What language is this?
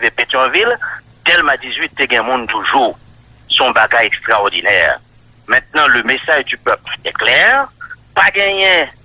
Haitian Creole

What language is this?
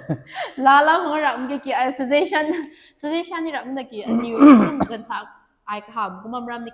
Rongmei Naga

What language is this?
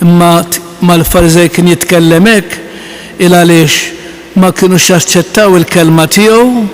Maltese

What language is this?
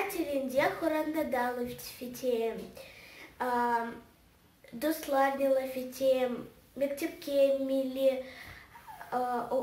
Crimean Tatar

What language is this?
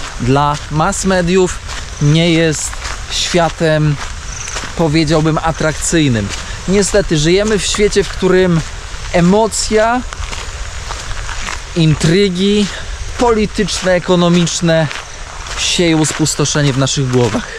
Polish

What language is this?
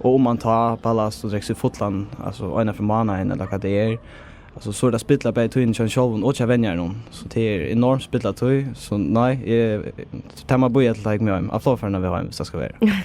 Faroese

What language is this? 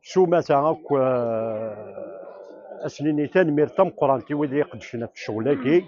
Kabyle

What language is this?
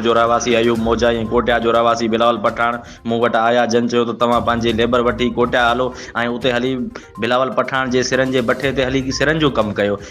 Sindhi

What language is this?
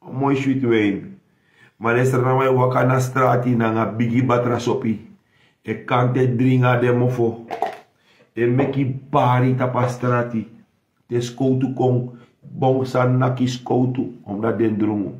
Sranan Tongo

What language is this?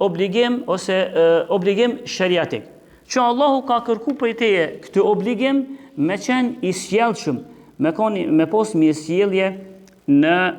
Albanian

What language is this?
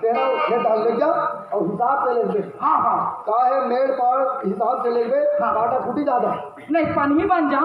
Chhattisgarhi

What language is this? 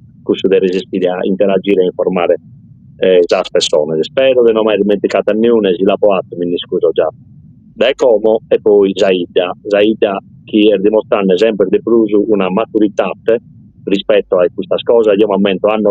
Sardinian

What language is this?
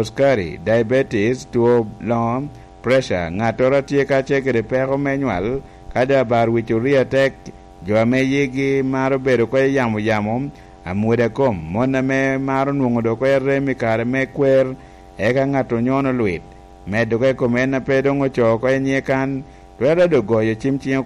Lango (Uganda)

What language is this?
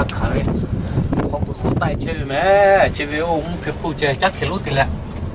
Lahu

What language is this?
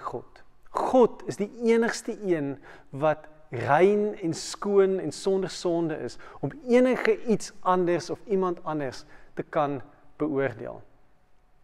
Afrikaans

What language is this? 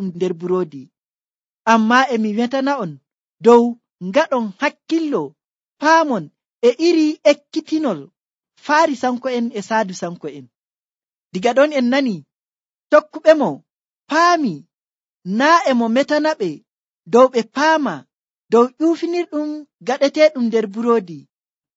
Nigerian Fulfulde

